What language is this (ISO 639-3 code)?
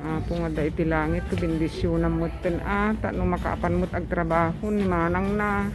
ilo